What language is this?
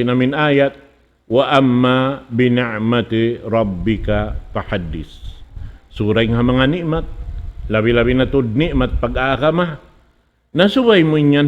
Tausug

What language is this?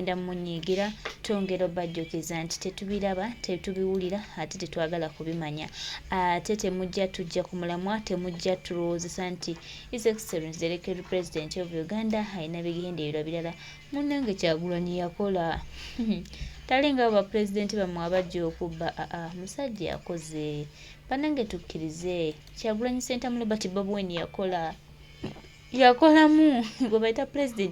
Ganda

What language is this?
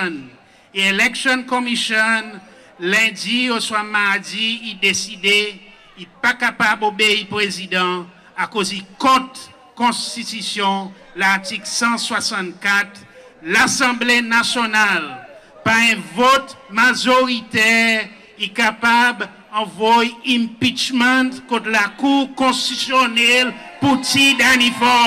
Seselwa Creole French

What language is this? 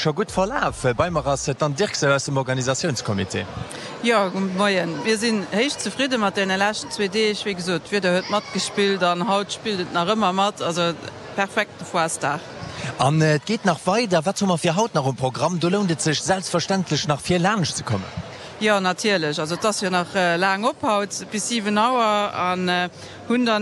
Luxembourgish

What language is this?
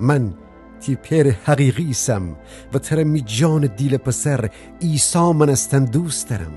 Gilaki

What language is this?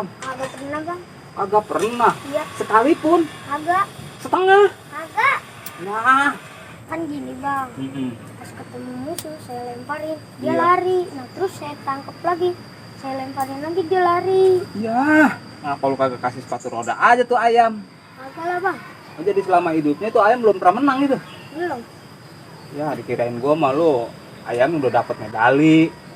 Betawi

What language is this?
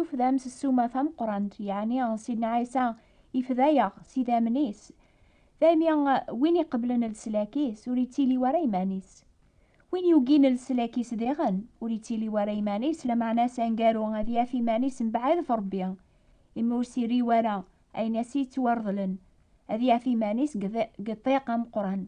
Kabyle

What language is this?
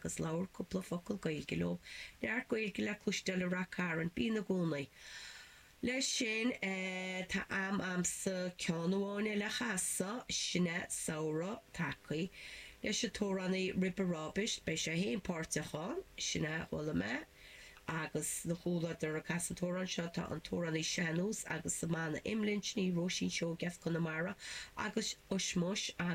Irish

